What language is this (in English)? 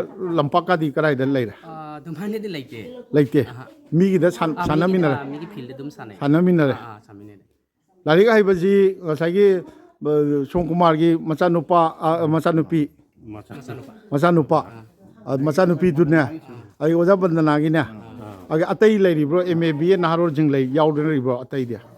Manipuri